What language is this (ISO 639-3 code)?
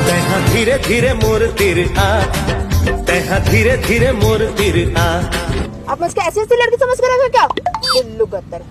hne